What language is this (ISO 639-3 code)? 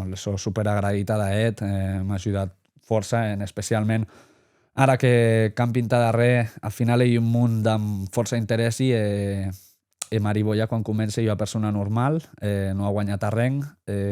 oci